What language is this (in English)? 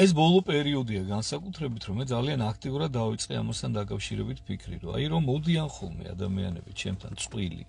Georgian